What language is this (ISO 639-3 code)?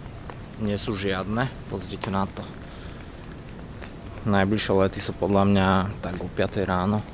slk